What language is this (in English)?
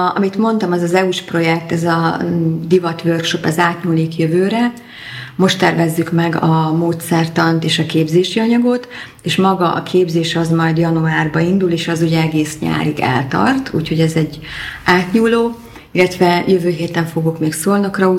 Hungarian